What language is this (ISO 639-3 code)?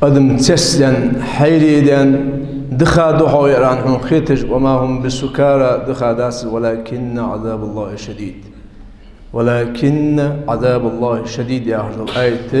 inh